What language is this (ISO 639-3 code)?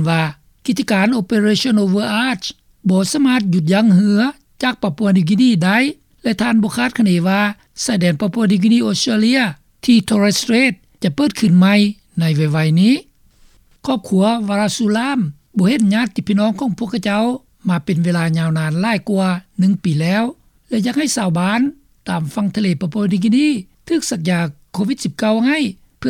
lao